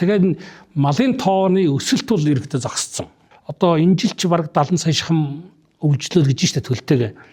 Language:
Mongolian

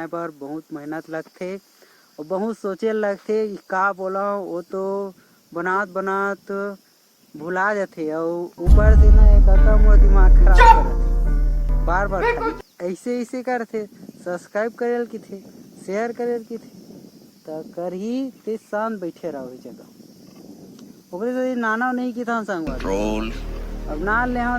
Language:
Chhattisgarhi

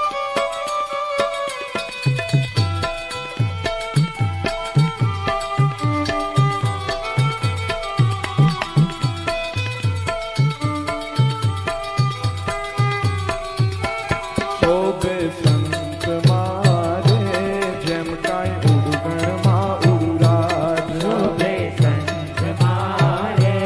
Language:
Gujarati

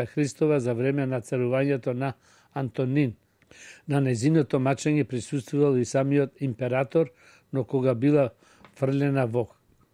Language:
Macedonian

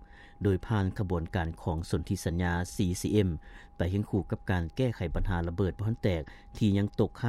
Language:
Lao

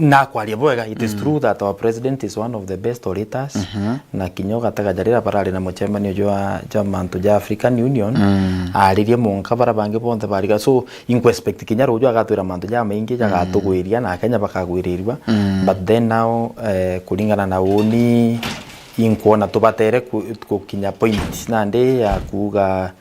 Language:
Meru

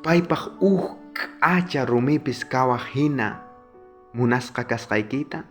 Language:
South Bolivian Quechua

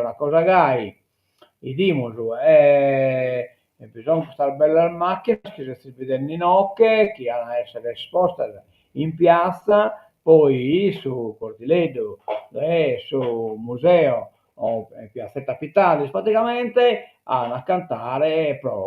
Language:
Sardinian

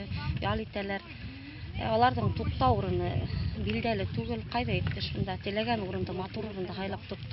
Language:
Bashkir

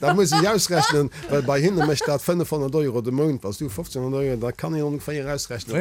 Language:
Luxembourgish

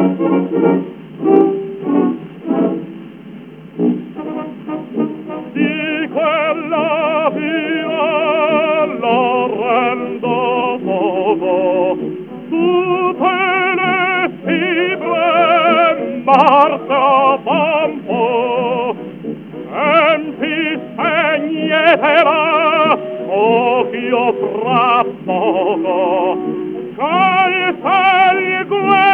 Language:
Italian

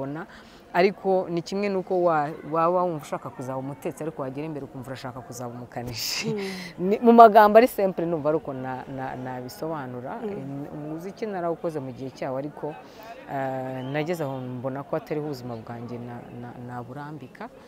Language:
Kinyarwanda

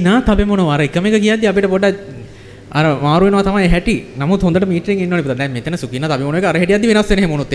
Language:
Sinhala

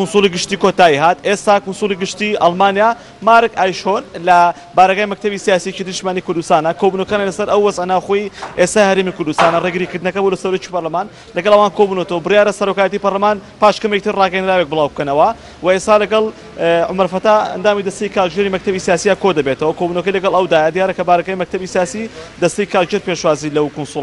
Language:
Central Kurdish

